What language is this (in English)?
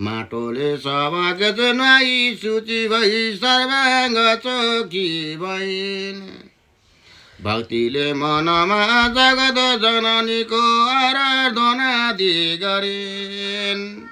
Nepali